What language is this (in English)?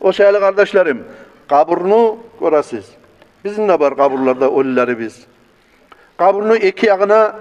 Kumyk